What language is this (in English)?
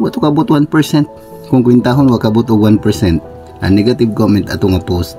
Cebuano